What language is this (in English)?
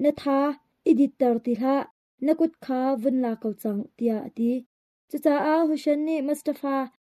Hakha Chin